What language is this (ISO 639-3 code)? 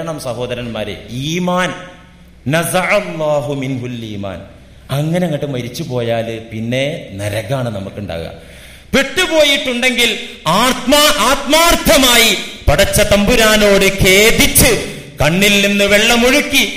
mal